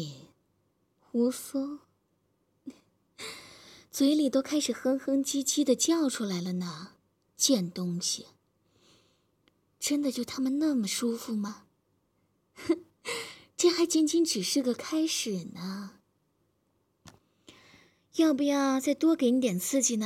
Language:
Chinese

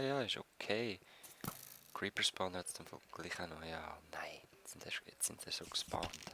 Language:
Swiss German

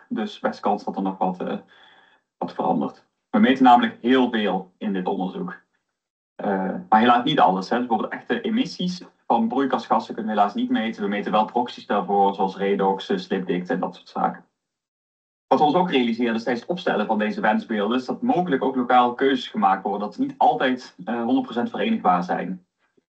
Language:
Dutch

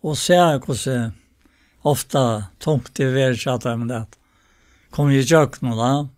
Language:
Faroese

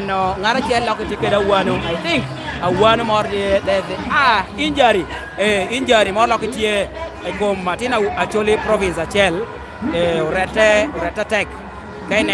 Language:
Lango (Uganda)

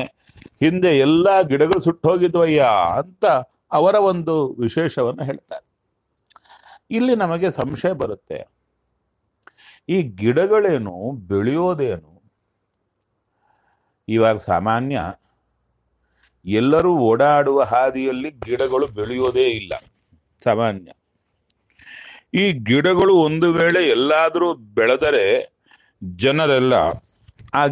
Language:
Kannada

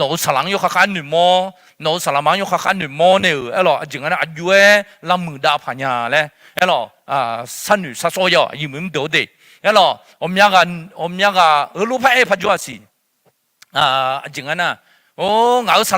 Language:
Akha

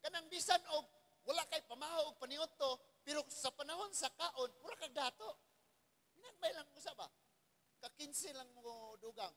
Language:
Cebuano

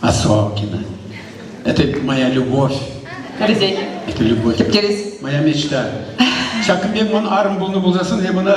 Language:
Chuvash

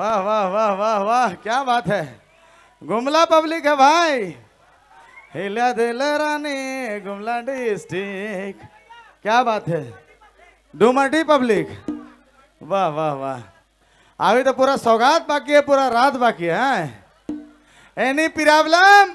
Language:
Sadri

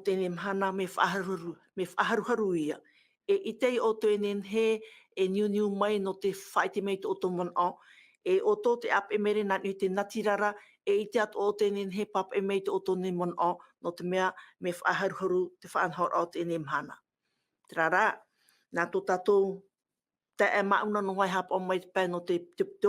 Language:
Tahitian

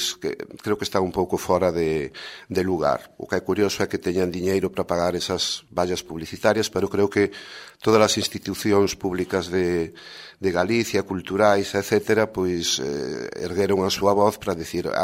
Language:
Galician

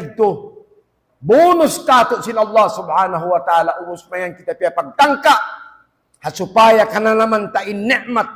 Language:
Tausug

